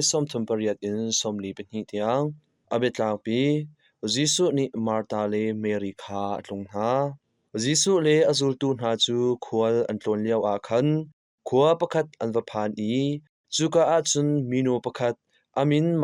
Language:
Hakha Chin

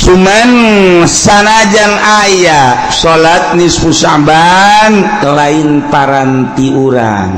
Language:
Sundanese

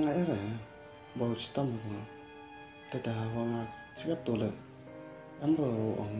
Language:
Khasi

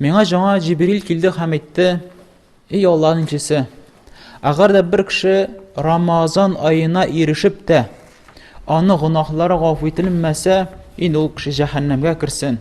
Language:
Tatar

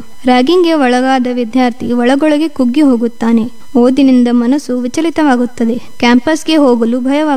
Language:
Kannada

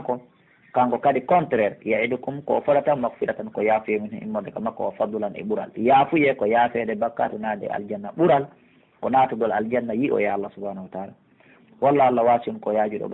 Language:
Pular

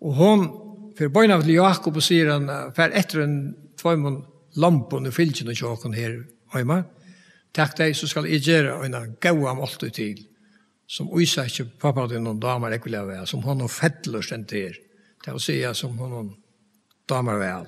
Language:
Faroese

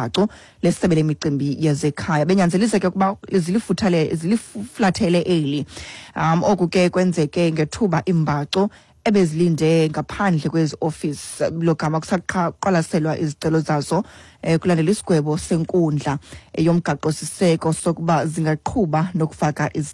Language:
Xhosa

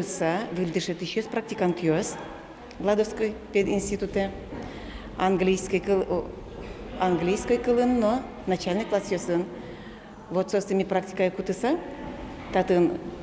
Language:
Udmurt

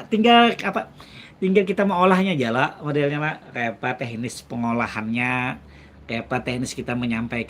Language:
Banjar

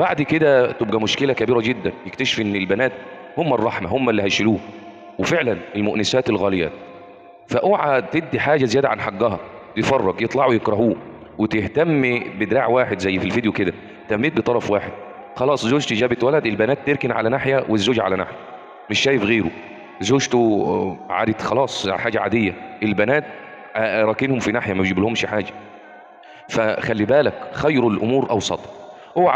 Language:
Egyptian Arabic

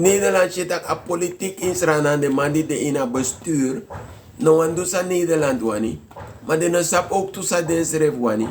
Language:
Sranan Tongo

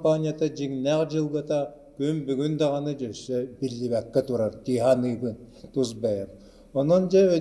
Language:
Yakut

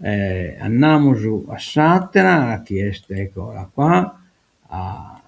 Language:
Sardinian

